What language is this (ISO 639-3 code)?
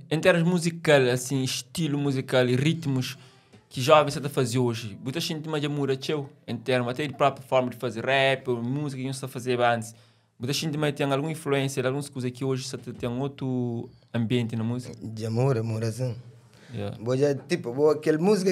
kea